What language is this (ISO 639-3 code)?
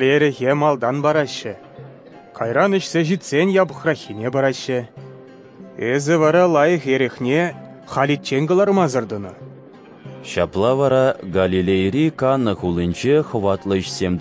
chv